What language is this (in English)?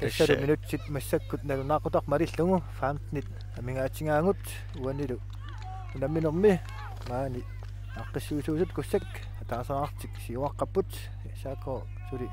Kalaallisut